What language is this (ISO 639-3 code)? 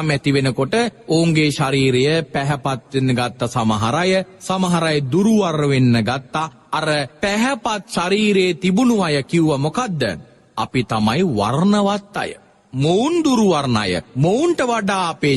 sin